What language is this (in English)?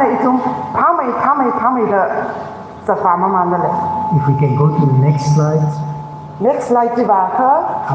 Tangkhul Naga (India)